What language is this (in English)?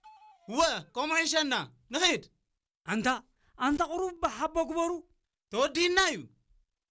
Tigrinya